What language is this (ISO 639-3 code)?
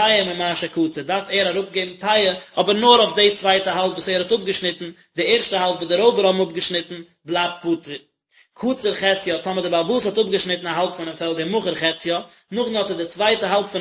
yid